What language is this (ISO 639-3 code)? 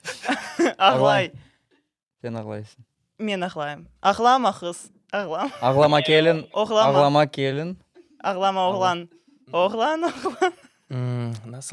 crh